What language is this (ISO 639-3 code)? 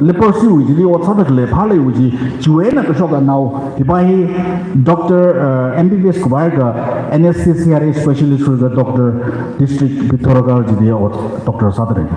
nmf